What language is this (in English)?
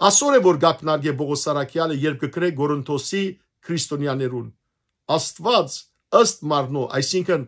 Western Armenian